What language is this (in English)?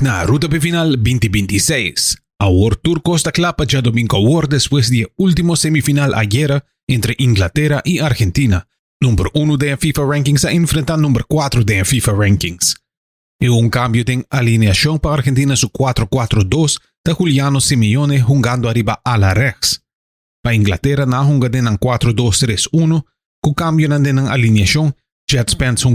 Papiamento